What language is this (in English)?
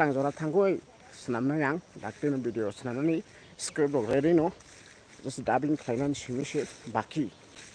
Kok Borok